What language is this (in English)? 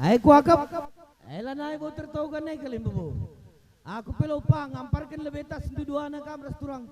Batak Karo